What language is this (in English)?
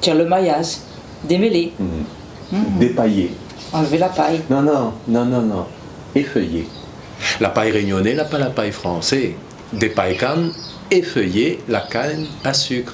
Réunion Creole French